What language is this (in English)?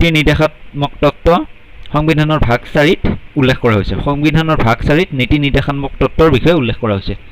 Assamese